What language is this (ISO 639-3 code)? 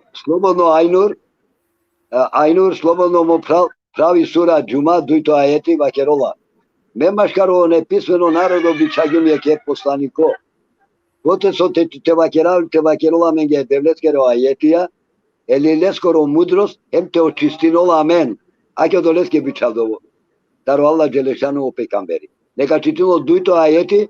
rmn